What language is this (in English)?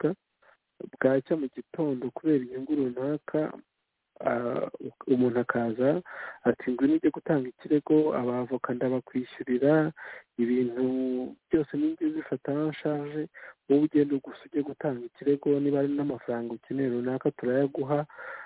Kinyarwanda